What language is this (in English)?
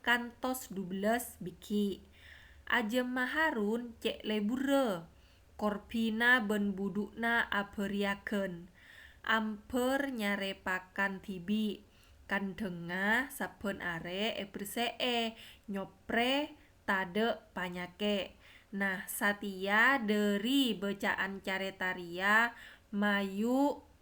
Madurese